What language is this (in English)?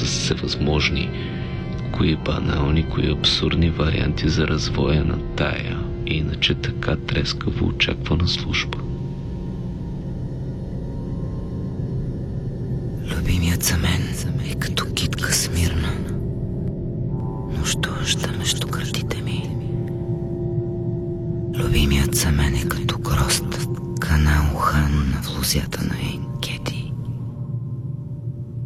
Bulgarian